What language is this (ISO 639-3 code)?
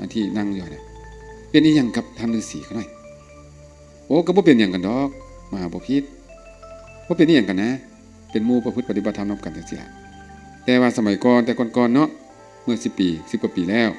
lao